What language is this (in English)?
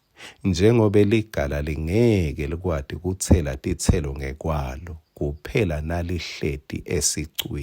Swati